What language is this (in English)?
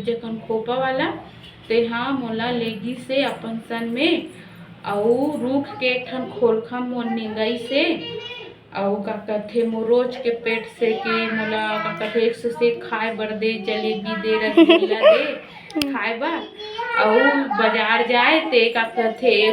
Chhattisgarhi